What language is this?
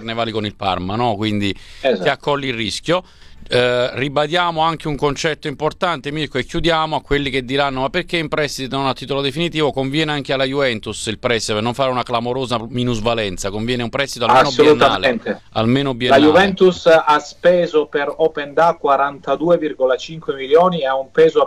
Italian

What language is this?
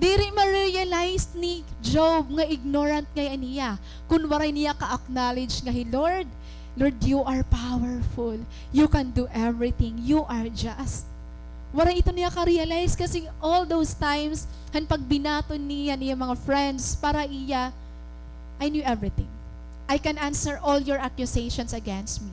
Waray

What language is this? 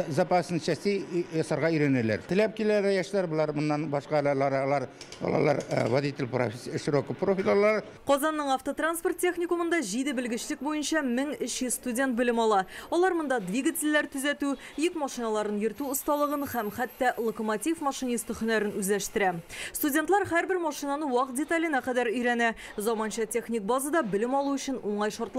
Tatar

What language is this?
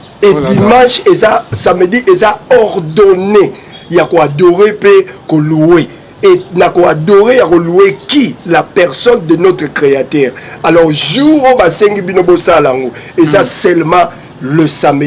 Lingala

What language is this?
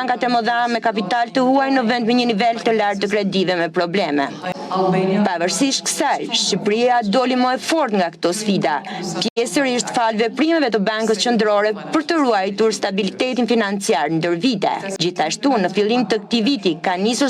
Albanian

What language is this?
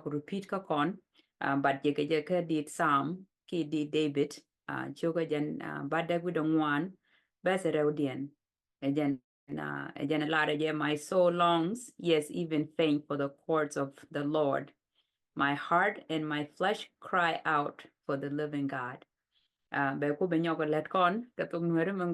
Nuer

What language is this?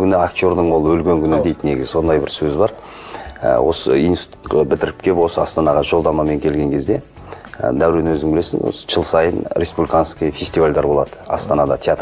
Kazakh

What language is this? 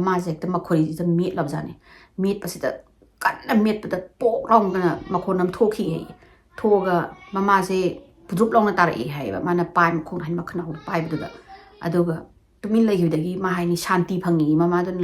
Manipuri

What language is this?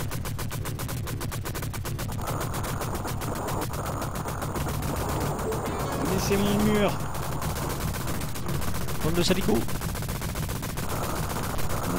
French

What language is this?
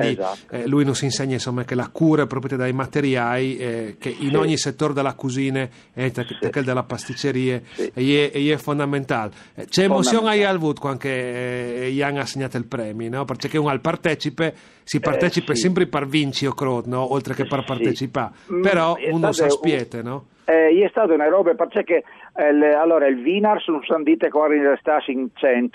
Friulian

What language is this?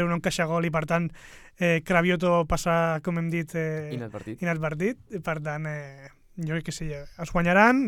Catalan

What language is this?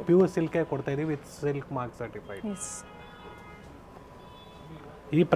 Kannada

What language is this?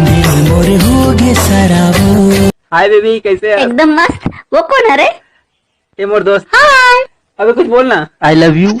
Chhattisgarhi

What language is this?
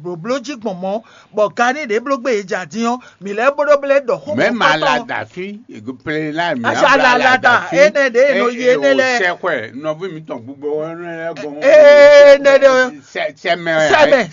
Fon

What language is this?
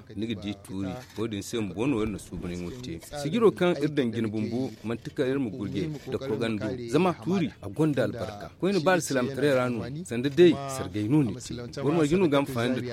Zarma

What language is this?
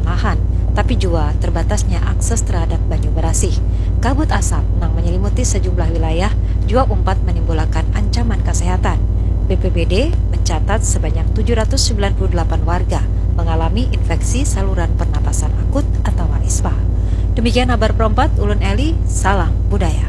Banjar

